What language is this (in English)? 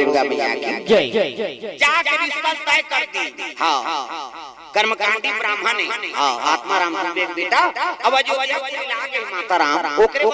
Chhattisgarhi